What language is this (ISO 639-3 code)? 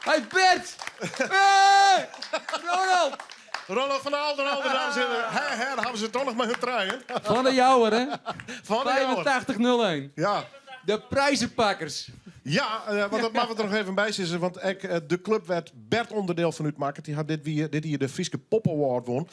fry